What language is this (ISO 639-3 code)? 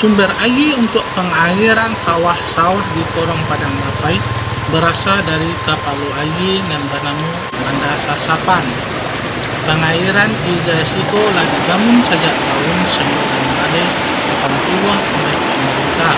min